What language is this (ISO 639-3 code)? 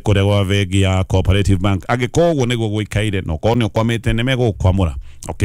kik